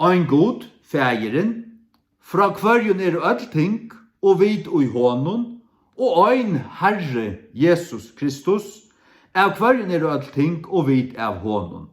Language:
Faroese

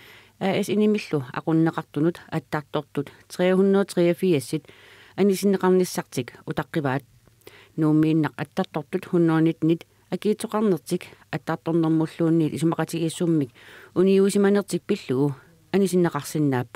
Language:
Kalaallisut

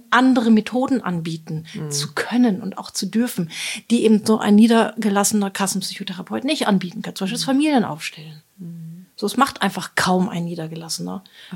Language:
German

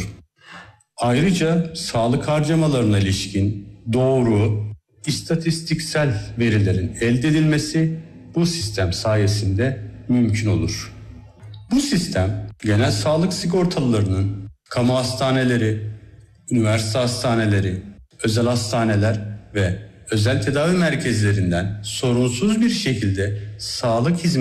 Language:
Turkish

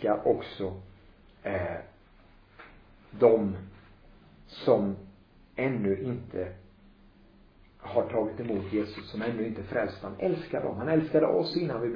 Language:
Swedish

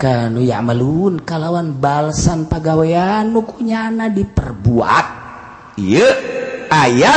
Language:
Sundanese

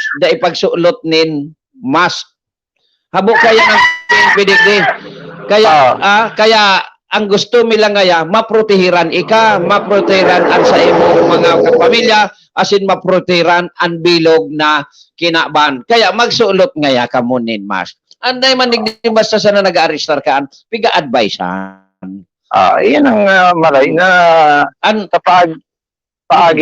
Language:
Bikol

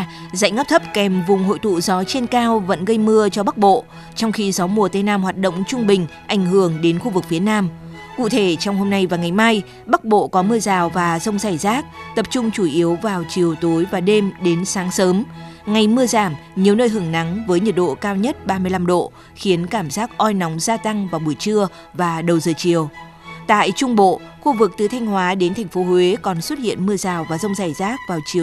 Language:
Vietnamese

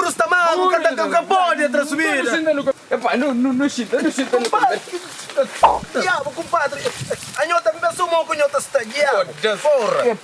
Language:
Kabuverdianu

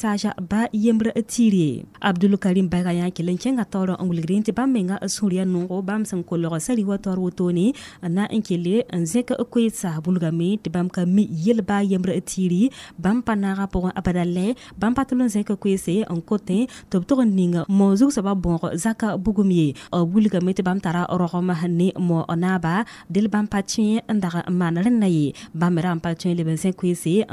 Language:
Mossi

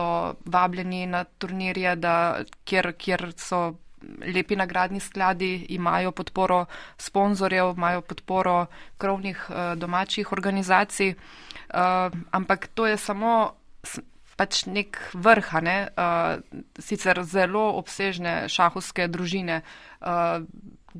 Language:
Slovenian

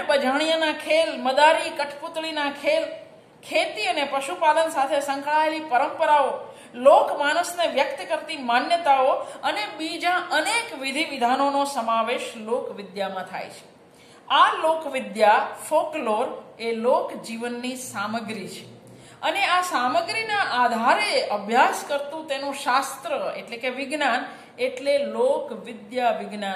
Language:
Gujarati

